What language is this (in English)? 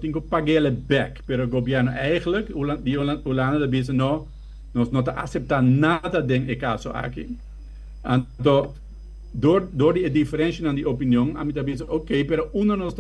Papiamento